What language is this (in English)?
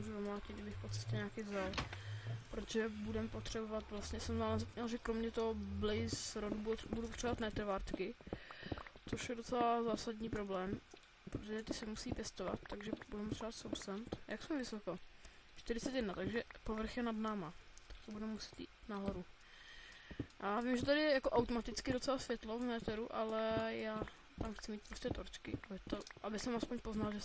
Czech